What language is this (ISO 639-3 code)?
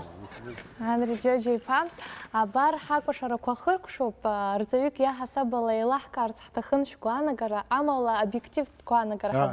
abk